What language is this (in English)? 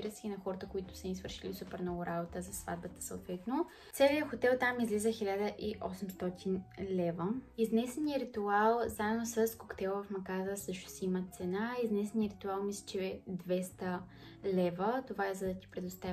Bulgarian